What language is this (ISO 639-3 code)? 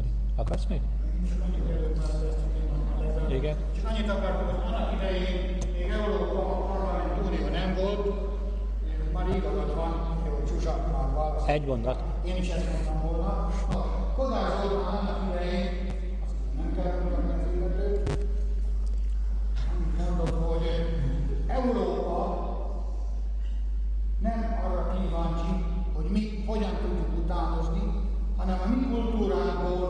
hun